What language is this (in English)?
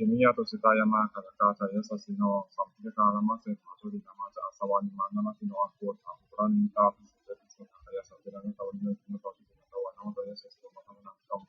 Pali